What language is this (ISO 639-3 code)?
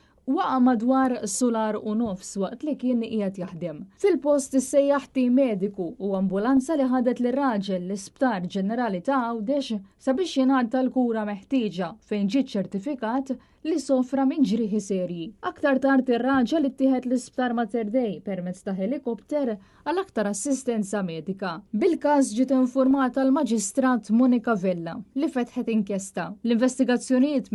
mlt